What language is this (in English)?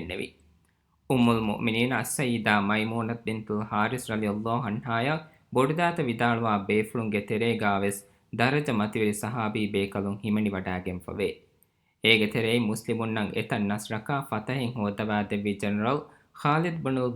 Divehi